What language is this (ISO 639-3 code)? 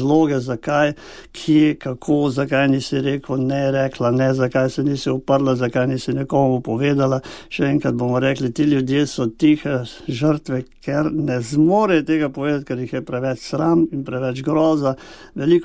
slv